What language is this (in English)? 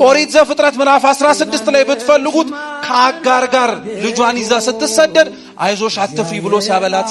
Amharic